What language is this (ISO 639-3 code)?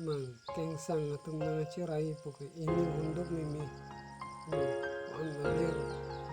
mjw